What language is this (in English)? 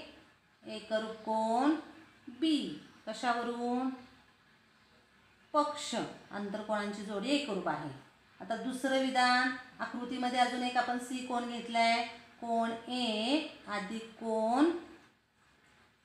Marathi